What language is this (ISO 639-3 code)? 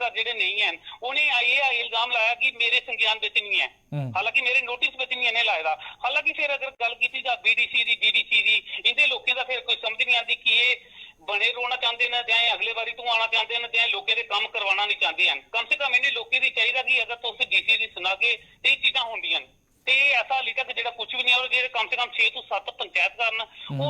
doi